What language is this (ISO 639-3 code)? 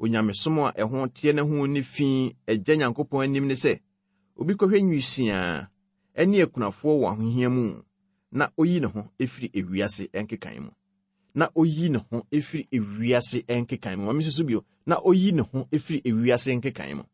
aka